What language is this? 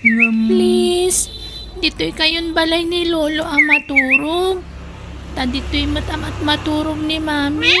Iloko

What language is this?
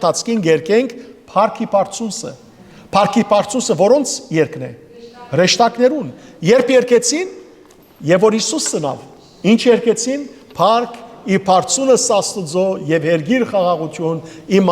Western Armenian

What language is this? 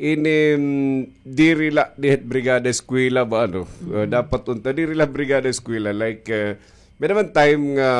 Waray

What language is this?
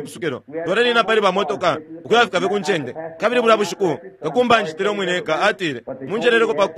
Bemba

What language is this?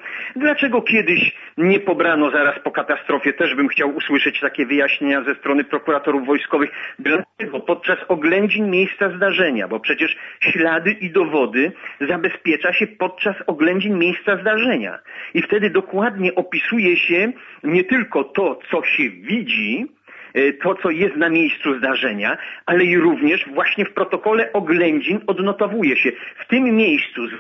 Polish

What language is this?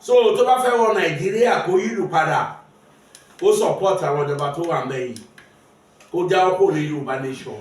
Yoruba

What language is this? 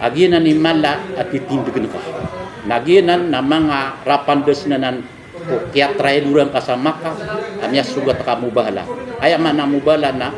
Maranao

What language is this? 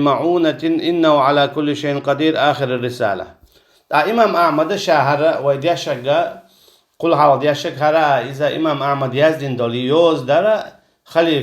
Chechen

